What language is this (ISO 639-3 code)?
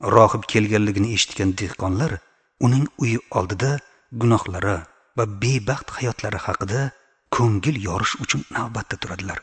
uzb